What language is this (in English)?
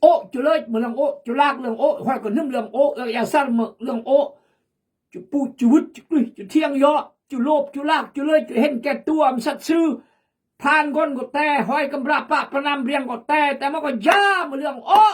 Khmu